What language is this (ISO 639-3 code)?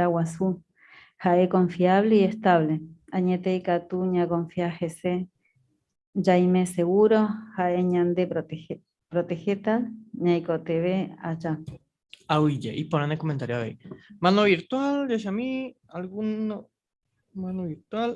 grn